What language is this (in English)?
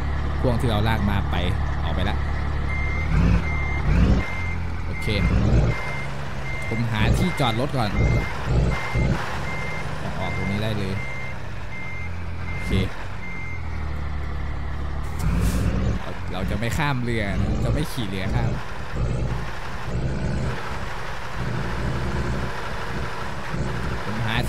Thai